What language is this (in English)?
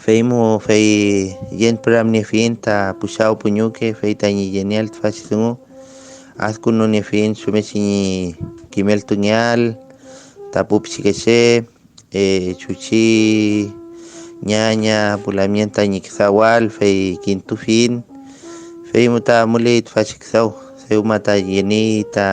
Mapuche